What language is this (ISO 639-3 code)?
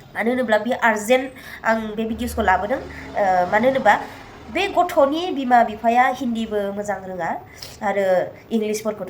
brx